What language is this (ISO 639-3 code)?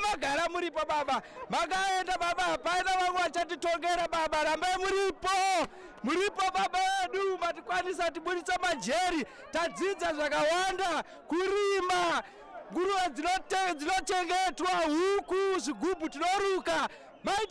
sna